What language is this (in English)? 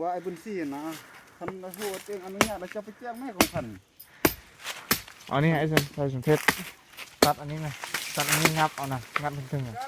Lao